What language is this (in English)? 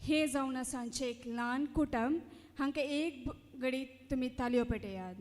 Konkani